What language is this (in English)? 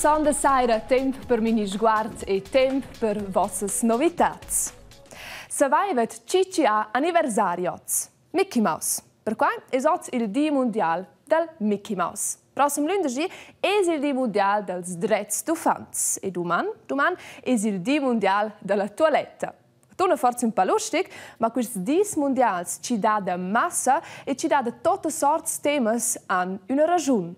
Romansh